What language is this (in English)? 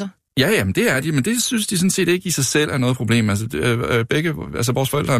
Danish